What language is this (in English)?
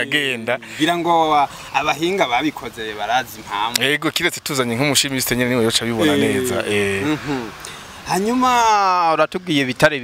Rundi